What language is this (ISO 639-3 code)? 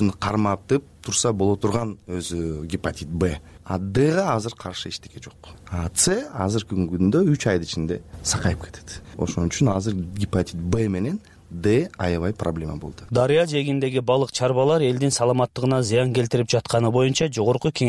kir